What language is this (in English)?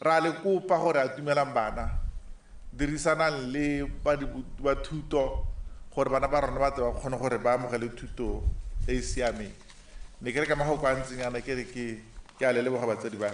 Tswana